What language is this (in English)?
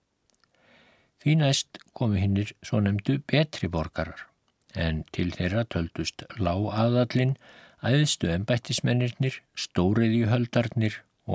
Icelandic